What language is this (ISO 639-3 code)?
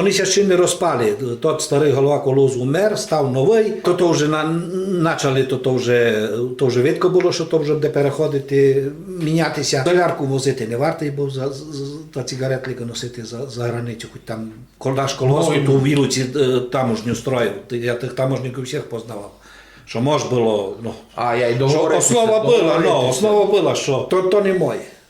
rue